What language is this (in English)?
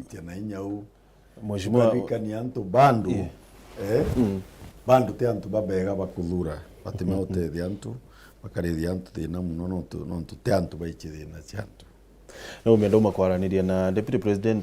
Meru